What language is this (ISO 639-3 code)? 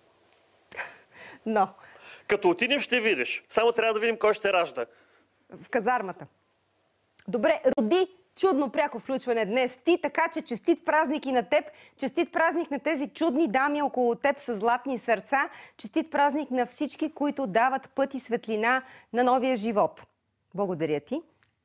bul